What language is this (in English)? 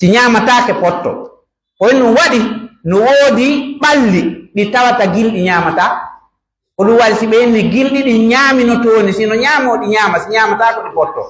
Pular